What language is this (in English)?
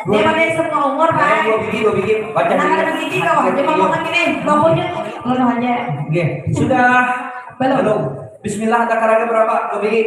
Banjar